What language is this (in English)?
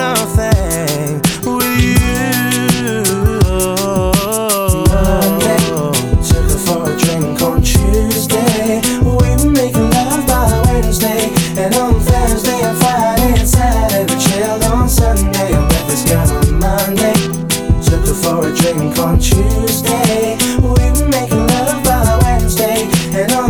English